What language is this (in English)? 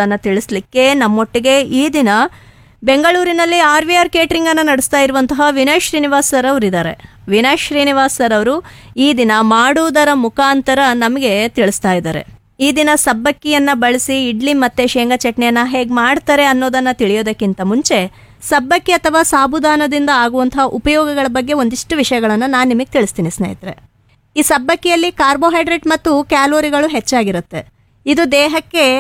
Kannada